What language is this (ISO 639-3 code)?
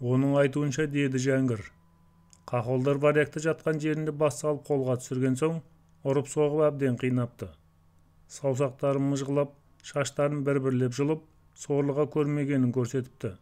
kaz